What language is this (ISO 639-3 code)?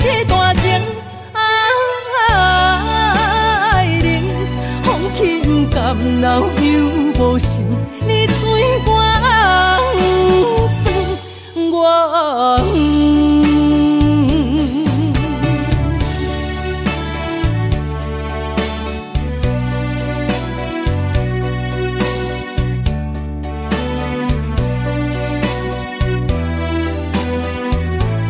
nan